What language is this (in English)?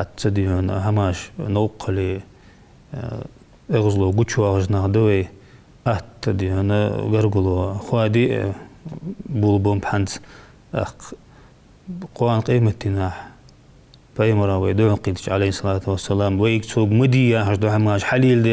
Ingush